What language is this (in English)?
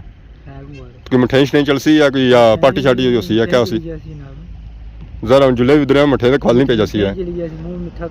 Pahari-Potwari